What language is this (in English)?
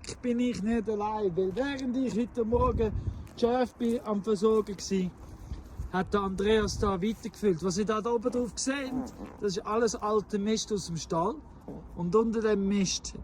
Swiss German